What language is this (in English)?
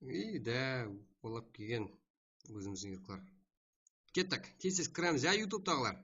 Kara-Kalpak